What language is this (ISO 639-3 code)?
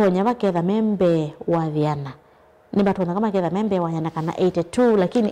kam